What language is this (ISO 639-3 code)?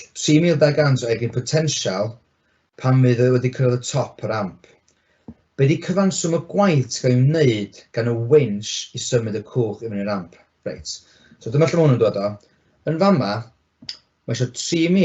cym